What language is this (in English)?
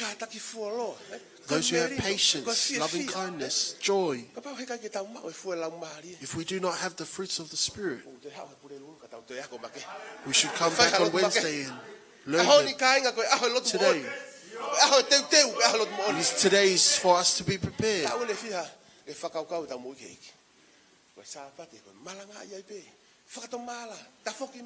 Tongan